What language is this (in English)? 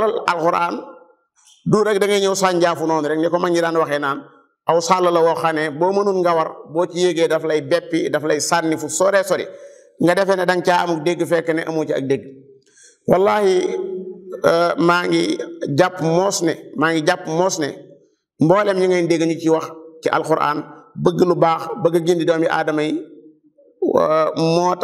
Wolof